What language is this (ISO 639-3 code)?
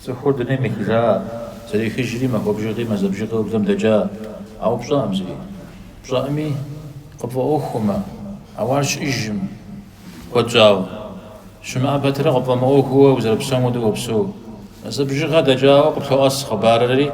kbd